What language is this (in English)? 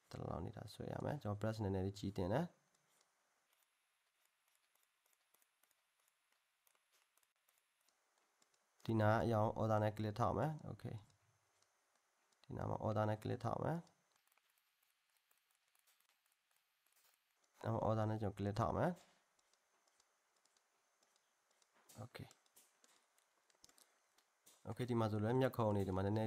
Burmese